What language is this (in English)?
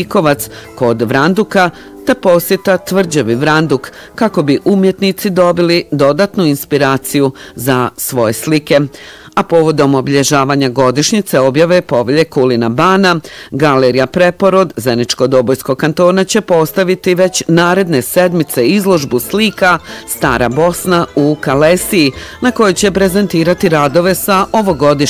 Bosnian